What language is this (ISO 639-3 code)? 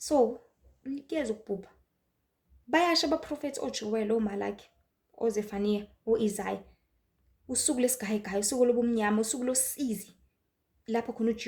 zul